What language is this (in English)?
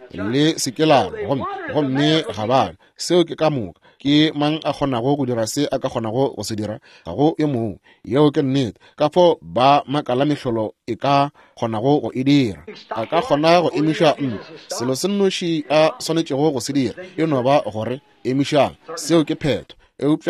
Northern Sotho